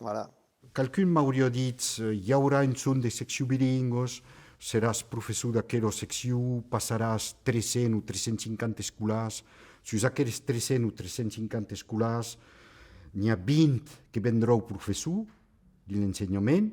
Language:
Occitan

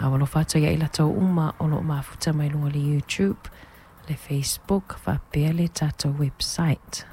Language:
Samoan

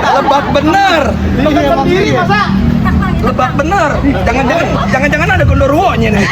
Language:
Betawi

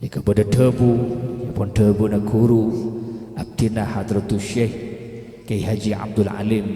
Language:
Madurese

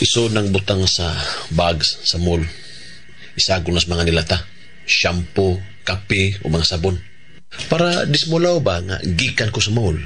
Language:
Cebuano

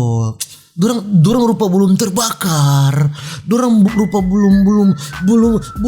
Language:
Manado Malay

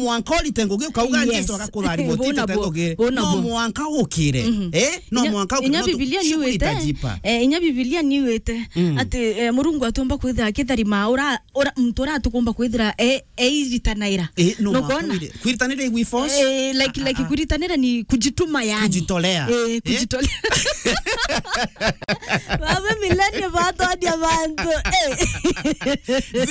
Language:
Meru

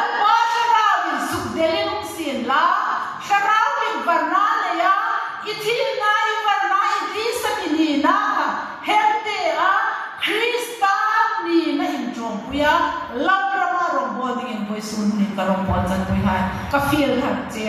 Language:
Hmar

